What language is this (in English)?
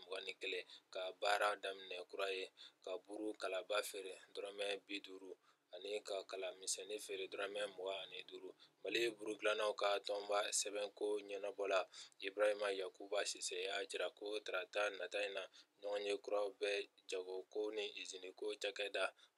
Bambara